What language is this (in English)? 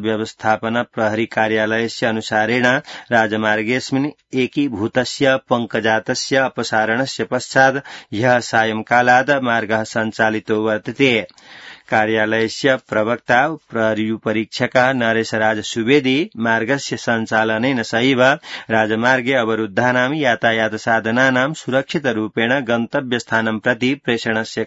Sanskrit